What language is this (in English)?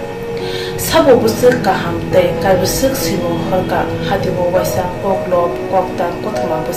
Kok Borok